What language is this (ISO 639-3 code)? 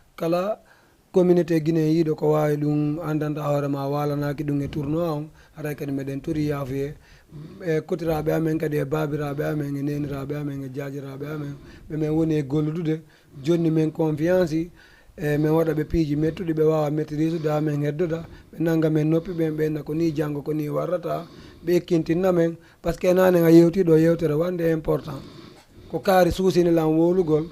ful